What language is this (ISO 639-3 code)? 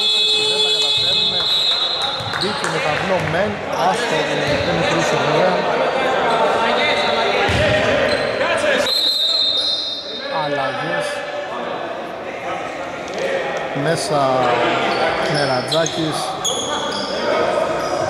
ell